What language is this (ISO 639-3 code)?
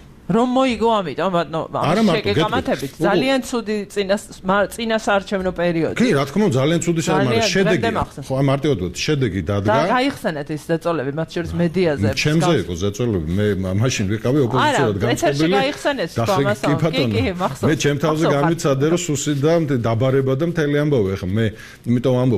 kat